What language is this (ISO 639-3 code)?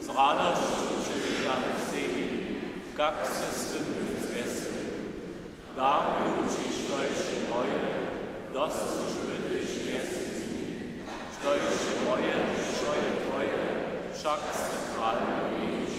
hsb